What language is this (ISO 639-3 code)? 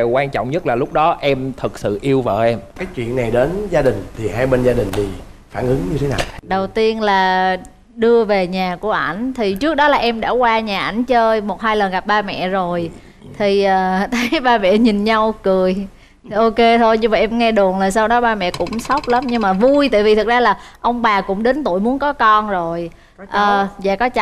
vie